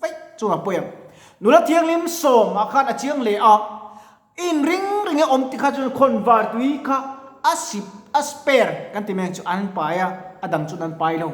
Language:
Mizo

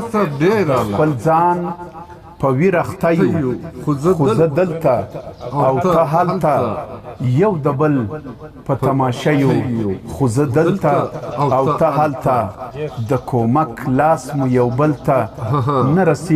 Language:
Pashto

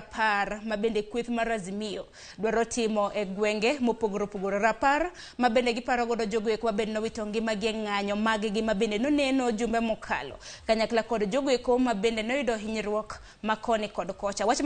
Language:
Luo (Kenya and Tanzania)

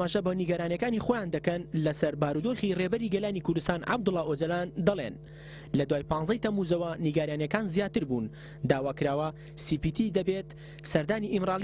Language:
Central Kurdish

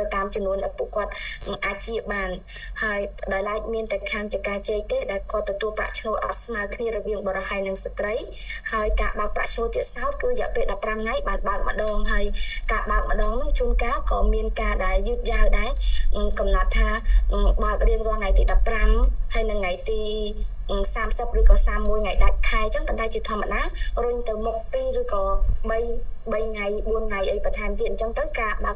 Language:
Khmer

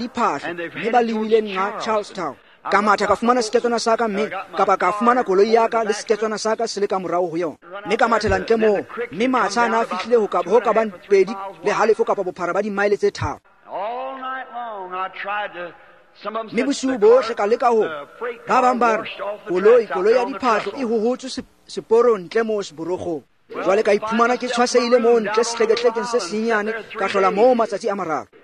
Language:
Tswana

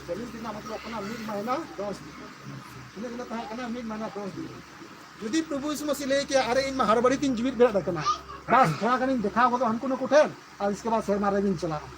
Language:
Santali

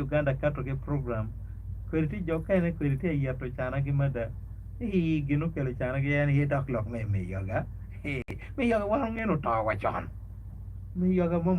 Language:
Acoli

